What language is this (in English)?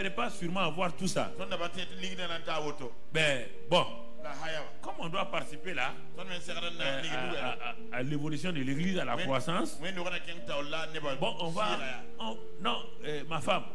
French